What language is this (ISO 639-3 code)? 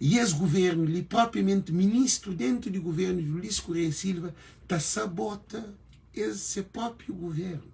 kea